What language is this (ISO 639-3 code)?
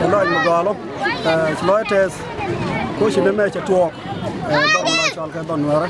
nus